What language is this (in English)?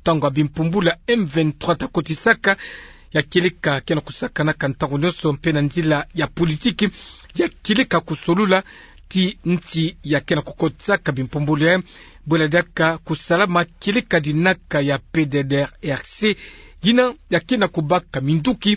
Kituba (Democratic Republic of Congo)